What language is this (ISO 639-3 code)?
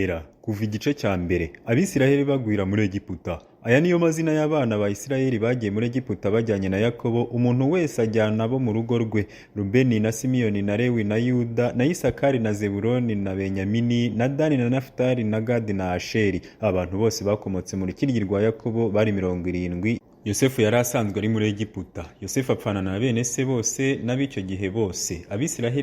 kin